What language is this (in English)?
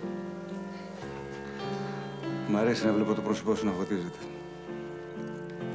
Greek